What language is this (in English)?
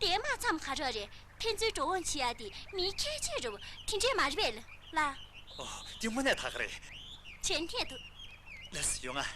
Tibetan